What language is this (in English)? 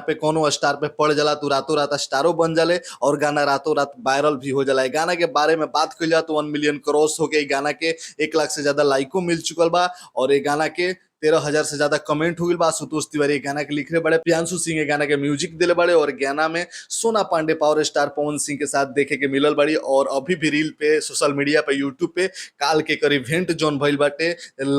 Bhojpuri